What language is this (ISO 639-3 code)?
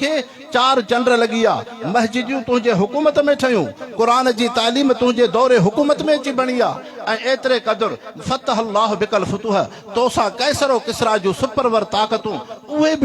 snd